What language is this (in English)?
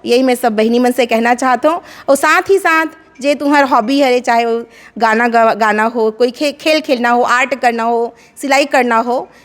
Chhattisgarhi